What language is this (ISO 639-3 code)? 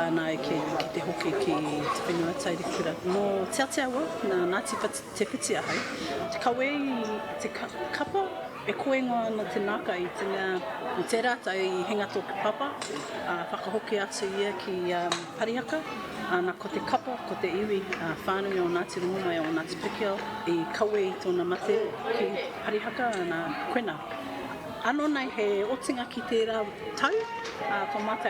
mri